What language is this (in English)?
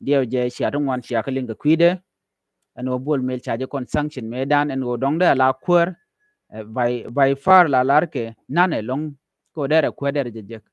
Nuer